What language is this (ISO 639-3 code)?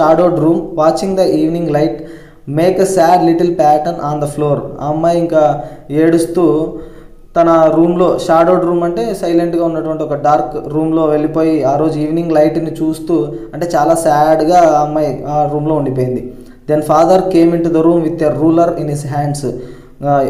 tel